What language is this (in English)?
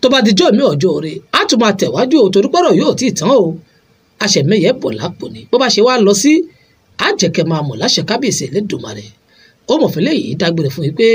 Yoruba